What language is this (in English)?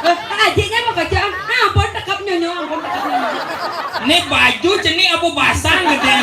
Balinese